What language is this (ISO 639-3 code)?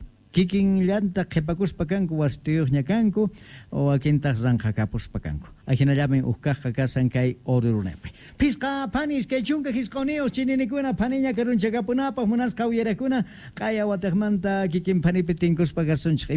quh